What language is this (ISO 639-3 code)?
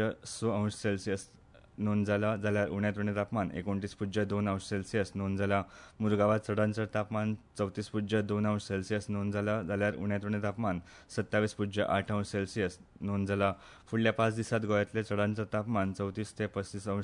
kok